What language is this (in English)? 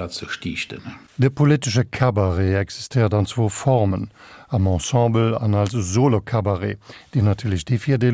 Luxembourgish